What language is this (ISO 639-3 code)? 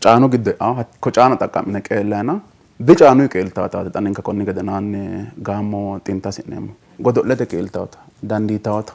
sid